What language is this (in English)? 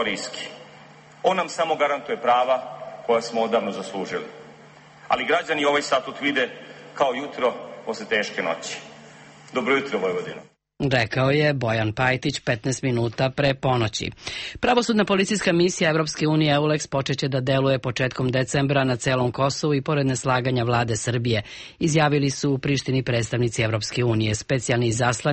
Serbian